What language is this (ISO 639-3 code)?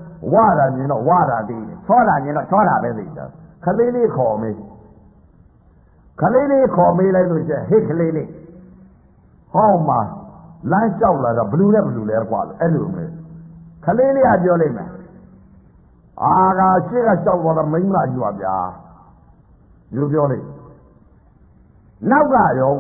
mya